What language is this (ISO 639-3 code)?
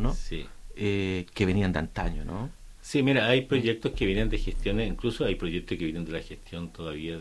spa